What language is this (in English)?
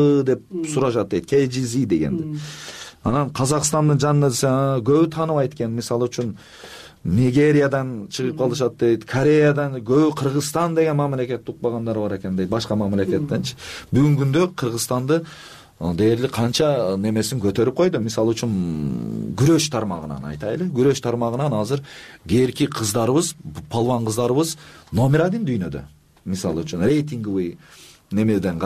Kyrgyz